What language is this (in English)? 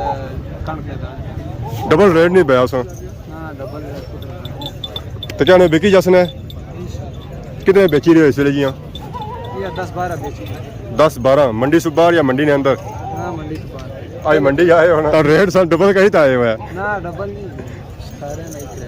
Pahari-Potwari